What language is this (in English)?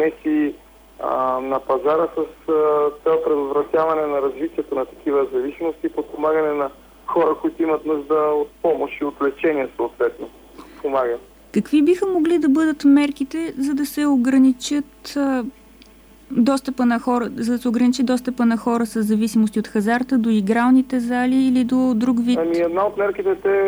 Bulgarian